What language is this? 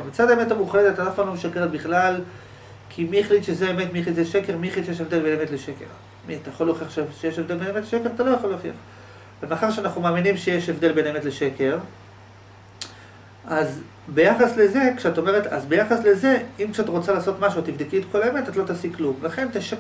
Hebrew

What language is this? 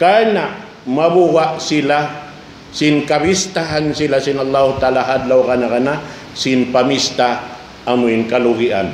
Tausug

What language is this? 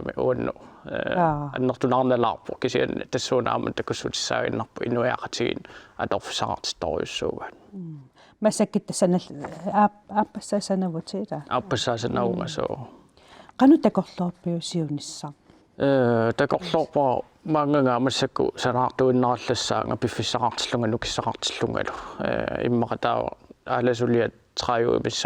Kalaallisut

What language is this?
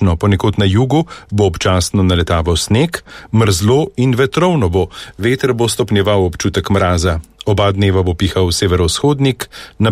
Slovenian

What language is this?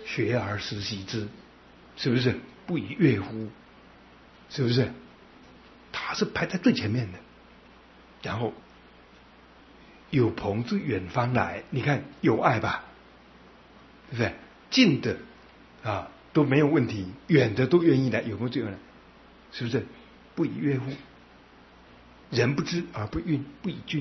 Chinese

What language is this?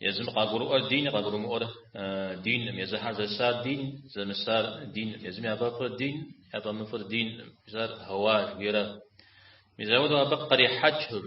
Kabardian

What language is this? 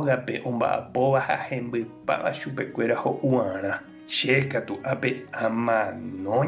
Guarani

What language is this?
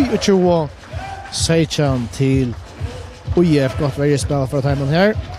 Faroese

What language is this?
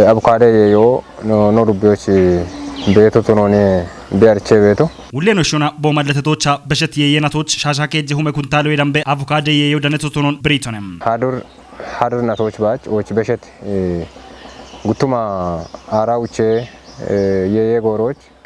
Kafa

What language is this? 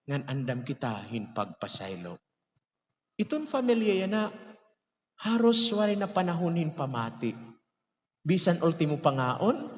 Waray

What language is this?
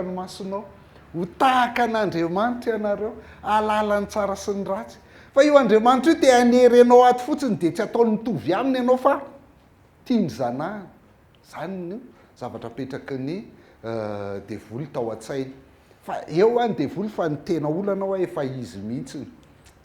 Malagasy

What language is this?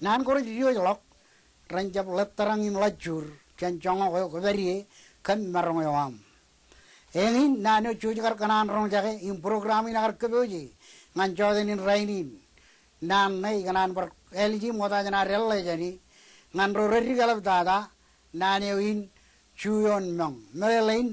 Marshallese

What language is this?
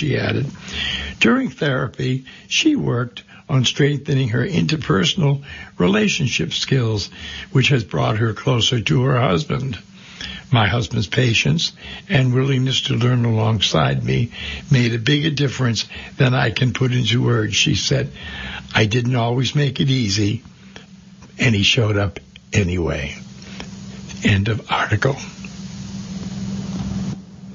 English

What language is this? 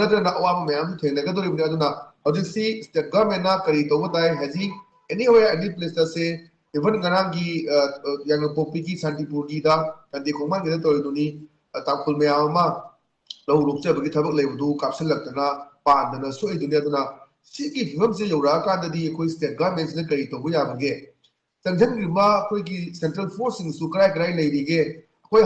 Manipuri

